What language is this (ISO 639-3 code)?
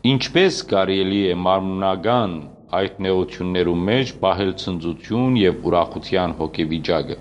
hyw